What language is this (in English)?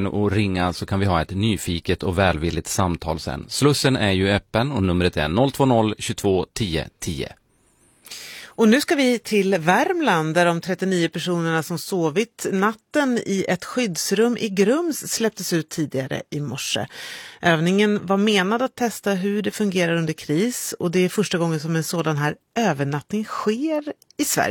Swedish